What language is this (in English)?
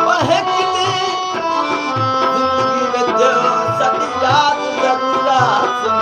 Saraiki